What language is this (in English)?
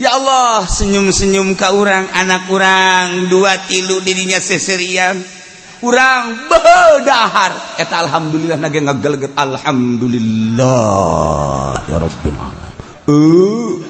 Sundanese